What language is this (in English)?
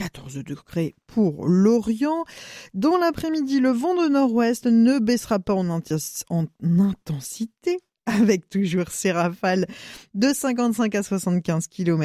French